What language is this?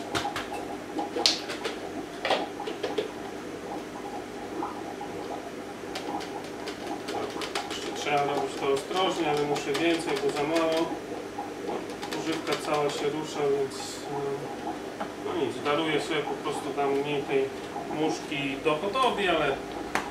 Polish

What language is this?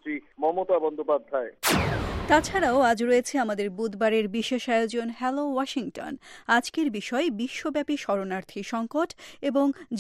Bangla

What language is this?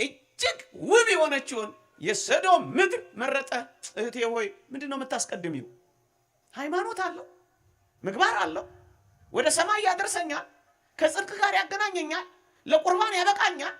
Amharic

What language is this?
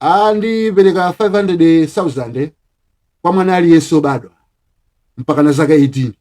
Nyanja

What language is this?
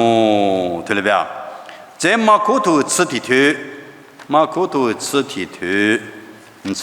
Lisu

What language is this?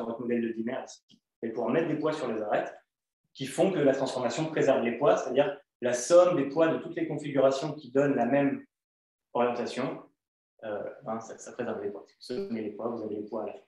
French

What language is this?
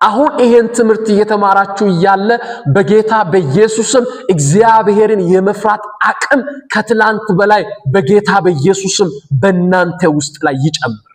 Amharic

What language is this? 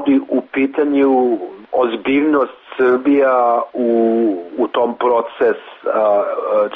Serbian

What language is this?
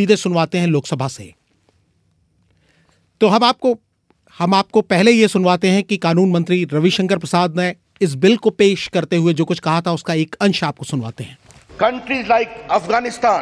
Hindi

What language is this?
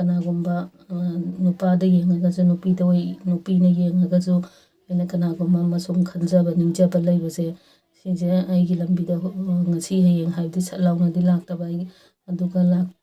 Manipuri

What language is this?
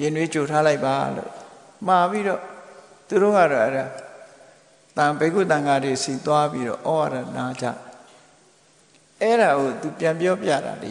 Burmese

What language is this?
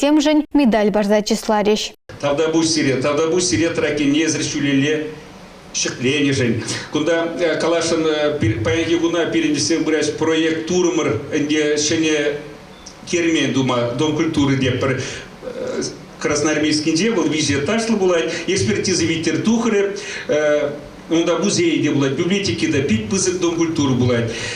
Chuvash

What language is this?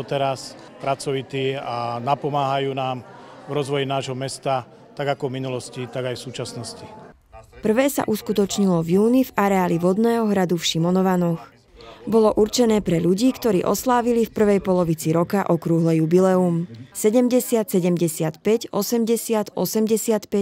Slovak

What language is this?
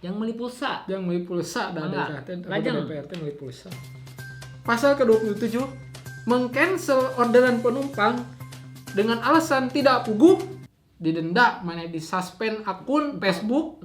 Sundanese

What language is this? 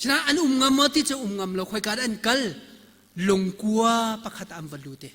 Hakha Chin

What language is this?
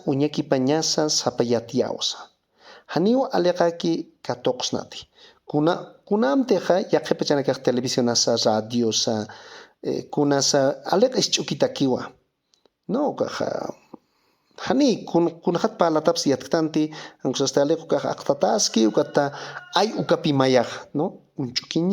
Aymara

